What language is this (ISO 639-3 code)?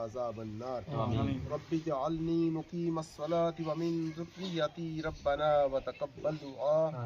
phr